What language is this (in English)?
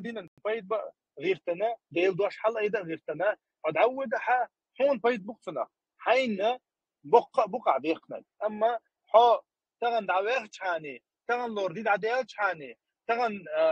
Chechen